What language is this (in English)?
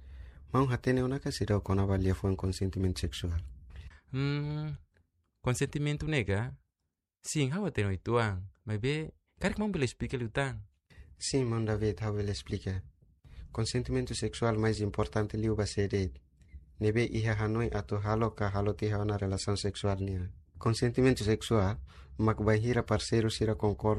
Tetum